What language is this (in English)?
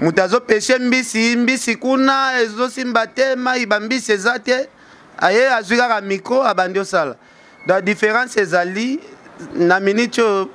Lingala